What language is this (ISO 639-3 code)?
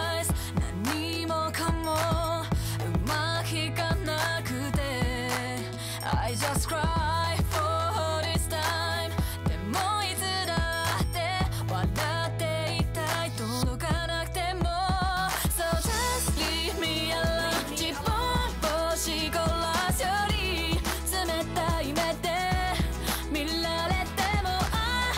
jpn